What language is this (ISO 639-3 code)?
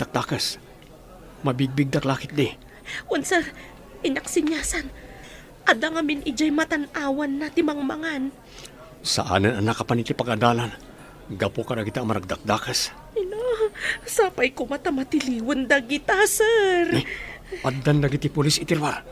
ilo